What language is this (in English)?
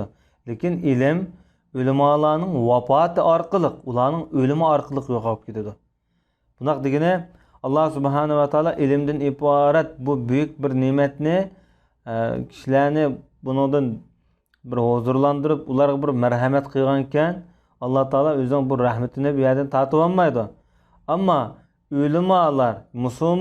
Uyghur